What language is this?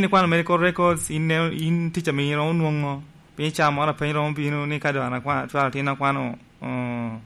Lango (Uganda)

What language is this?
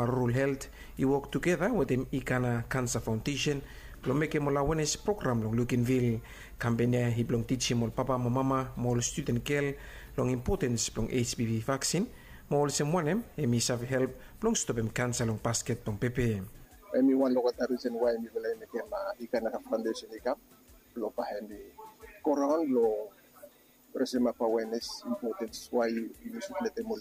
Bislama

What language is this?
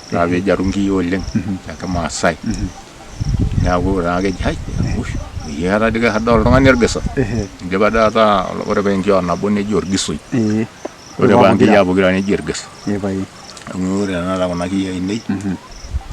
Masai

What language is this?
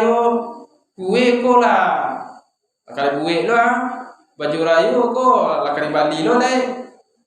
Minangkabau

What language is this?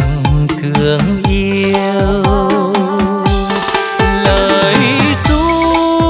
Vietnamese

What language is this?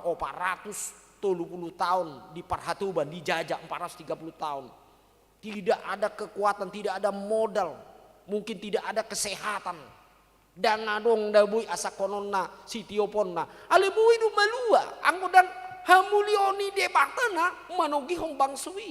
Batak Toba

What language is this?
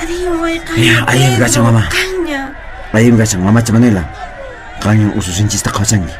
Quechua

